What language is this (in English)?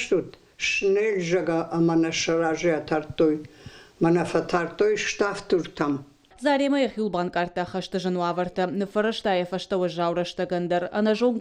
Ossetic